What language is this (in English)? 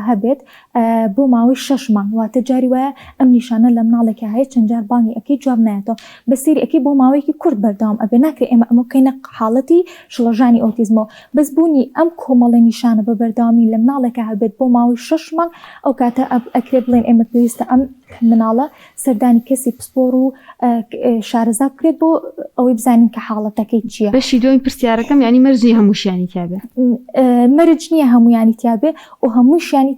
Central Kurdish